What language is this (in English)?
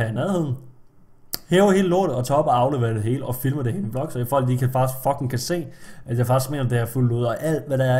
Danish